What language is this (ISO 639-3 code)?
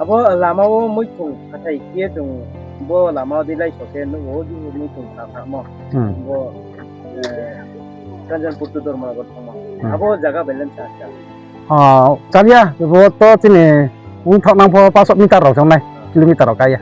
ria